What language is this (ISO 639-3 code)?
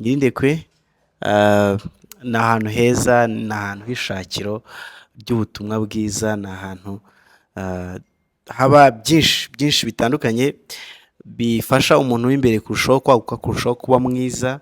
kin